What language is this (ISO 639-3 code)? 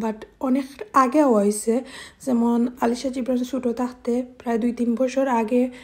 syl